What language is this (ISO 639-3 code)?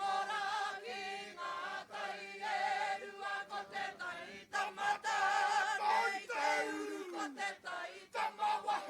mri